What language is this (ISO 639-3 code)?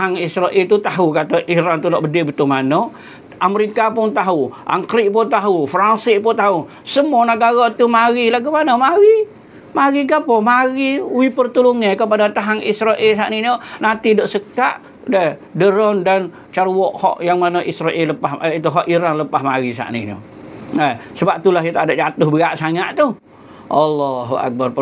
msa